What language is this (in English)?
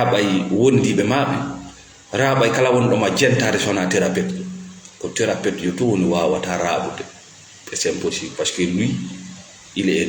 Fula